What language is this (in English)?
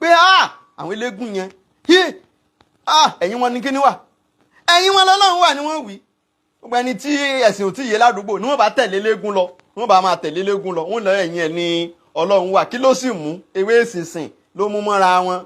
Yoruba